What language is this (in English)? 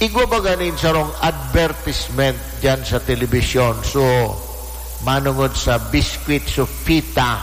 Bikol